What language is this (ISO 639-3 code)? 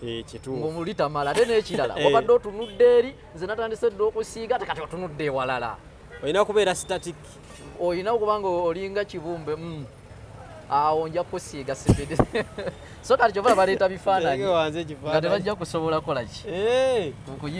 lug